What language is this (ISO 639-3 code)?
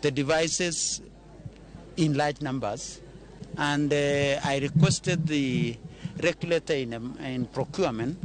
luo